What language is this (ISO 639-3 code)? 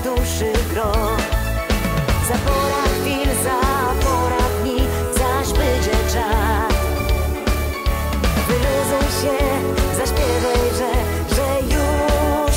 pol